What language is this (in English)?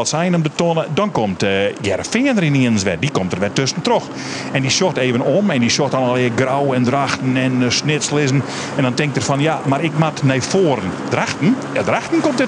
Western Frisian